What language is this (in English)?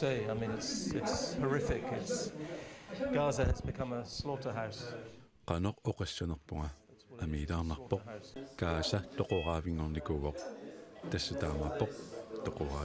Kalaallisut